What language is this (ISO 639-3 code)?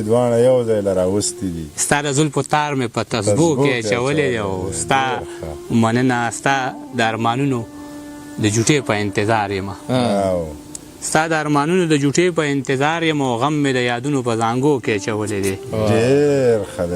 pus